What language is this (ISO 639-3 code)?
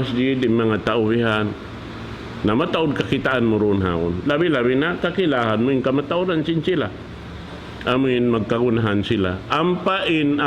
tsg